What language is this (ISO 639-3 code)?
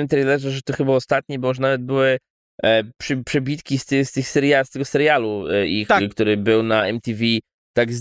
pol